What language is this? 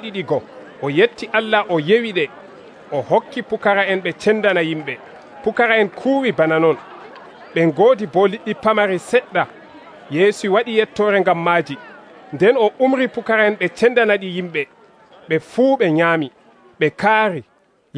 Nigerian Fulfulde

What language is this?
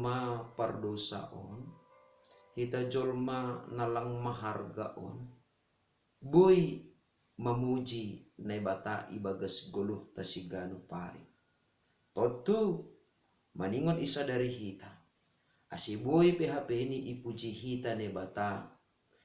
Batak Simalungun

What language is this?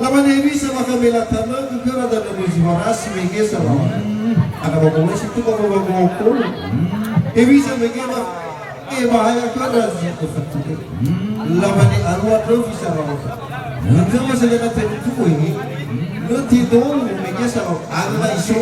Nias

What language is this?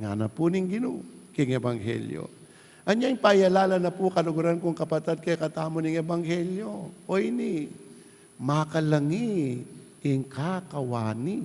Pampanga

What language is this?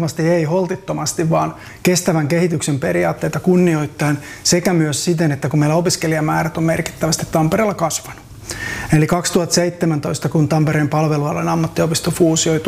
Finnish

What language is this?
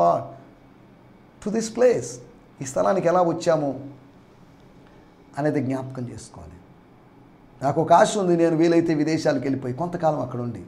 Telugu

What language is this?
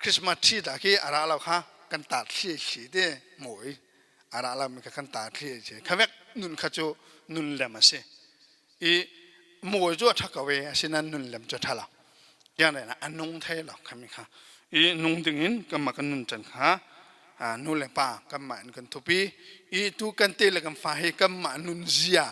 Falam Chin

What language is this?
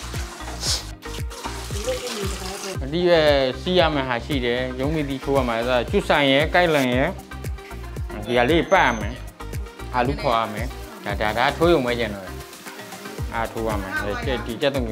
Burmese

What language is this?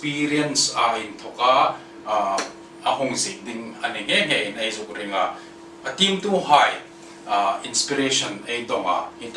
Hmar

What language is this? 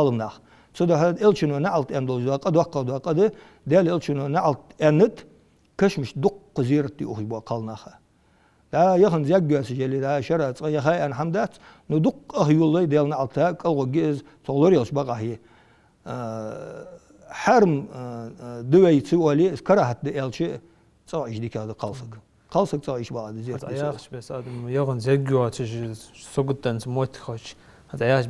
Ingush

